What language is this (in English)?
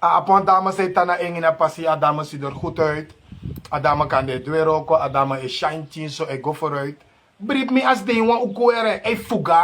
Sranan Tongo